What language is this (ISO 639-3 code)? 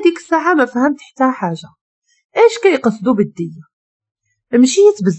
ary